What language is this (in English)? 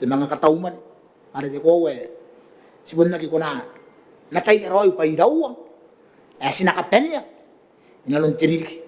Gilbertese